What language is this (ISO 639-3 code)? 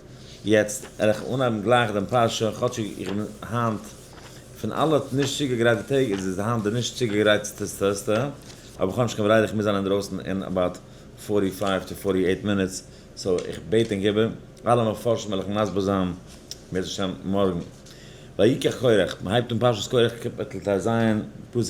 yid